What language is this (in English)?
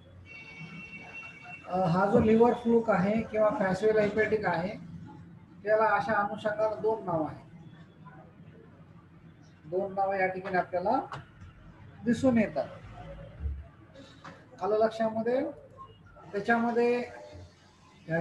Marathi